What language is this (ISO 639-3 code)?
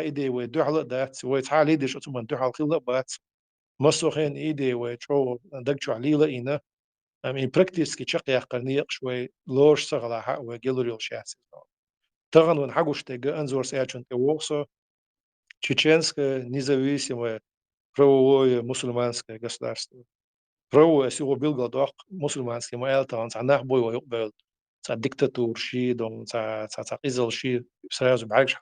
che